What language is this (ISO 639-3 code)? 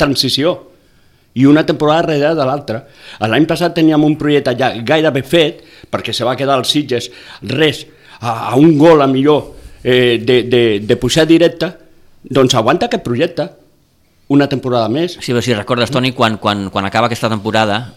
cat